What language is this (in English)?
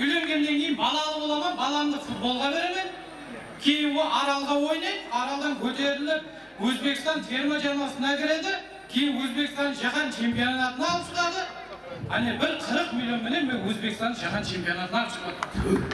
Kara-Kalpak